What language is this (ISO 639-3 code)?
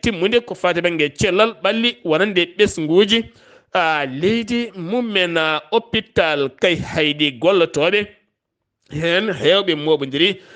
ful